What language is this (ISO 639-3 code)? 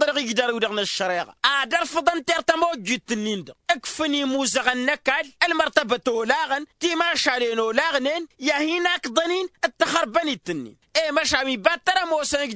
taq